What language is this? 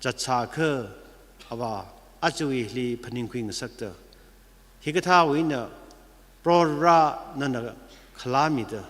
Tangkhul Naga (India)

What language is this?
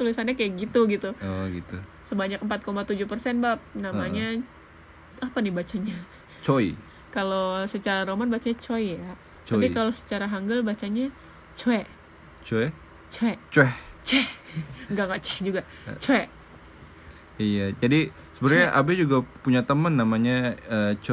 Indonesian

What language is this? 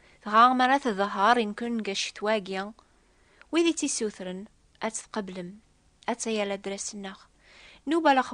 Kabyle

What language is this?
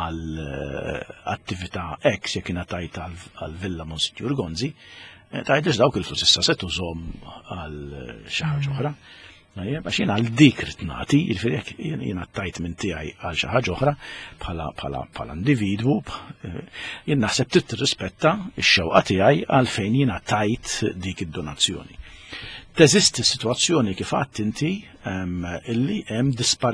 Maltese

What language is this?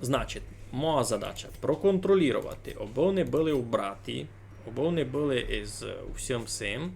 Rusyn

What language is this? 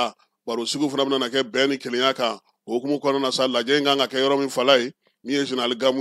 Bambara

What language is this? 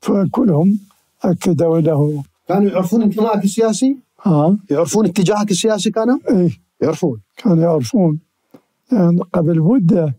Mesopotamian Arabic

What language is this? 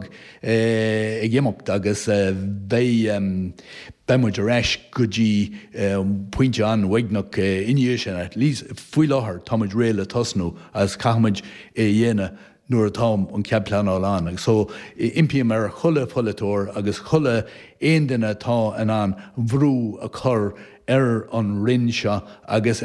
Irish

